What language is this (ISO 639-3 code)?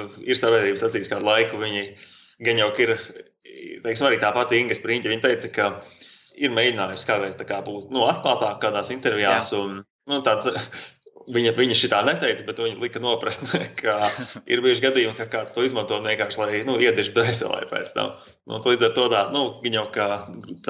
lav